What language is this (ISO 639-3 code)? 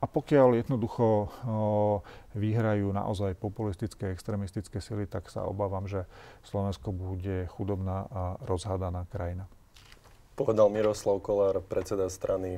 slk